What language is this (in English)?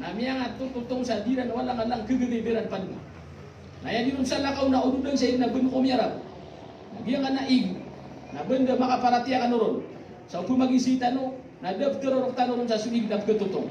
Maranao